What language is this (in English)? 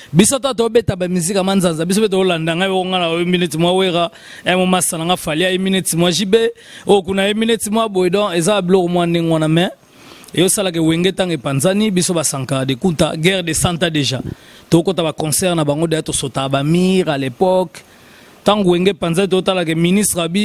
Lingala